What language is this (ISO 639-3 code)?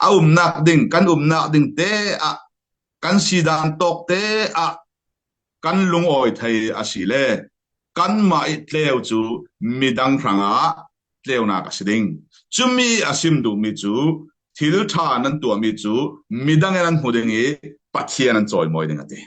cfm